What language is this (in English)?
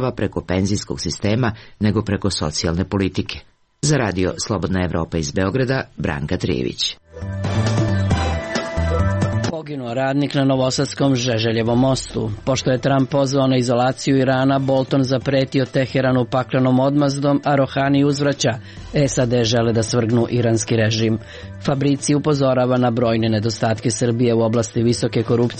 Serbian